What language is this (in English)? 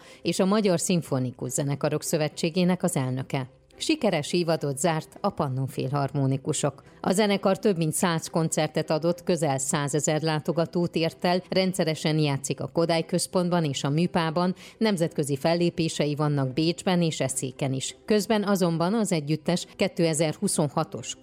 Hungarian